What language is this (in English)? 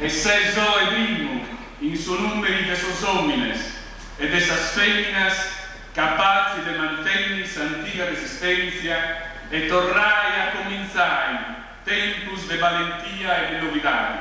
Sardinian